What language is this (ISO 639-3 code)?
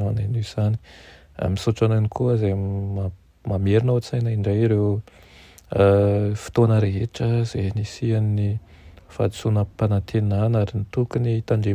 mlg